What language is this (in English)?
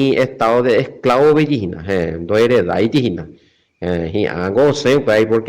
Guarani